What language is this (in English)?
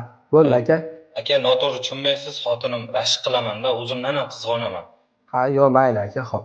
Uzbek